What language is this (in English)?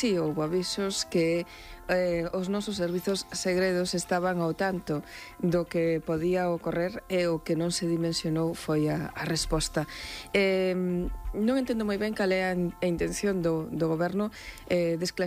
Galician